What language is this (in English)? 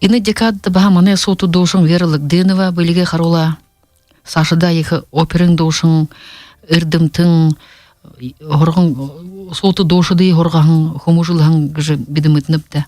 Buriat